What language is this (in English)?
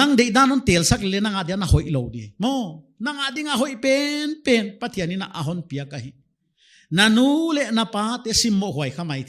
Paite Chin